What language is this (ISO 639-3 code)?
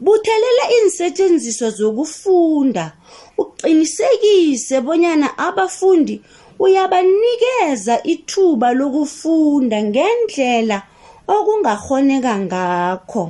nbl